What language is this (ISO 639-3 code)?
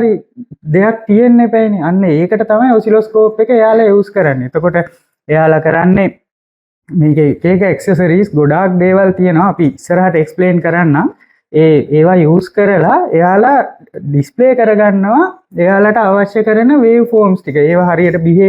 sin